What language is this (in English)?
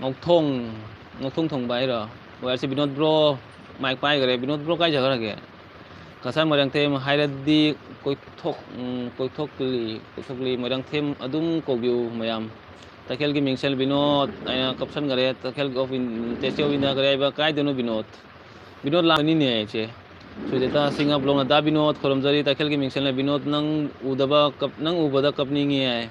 Manipuri